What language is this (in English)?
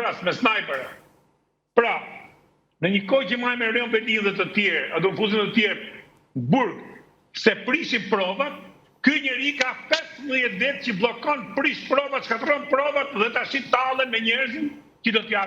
Albanian